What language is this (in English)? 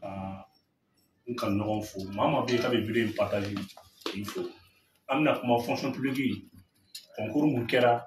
Bambara